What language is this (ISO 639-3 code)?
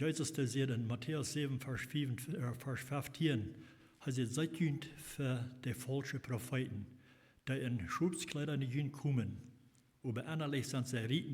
pdt